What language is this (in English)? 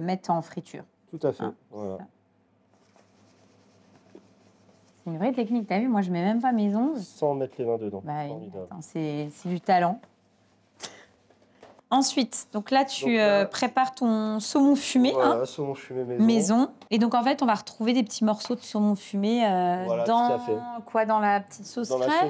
French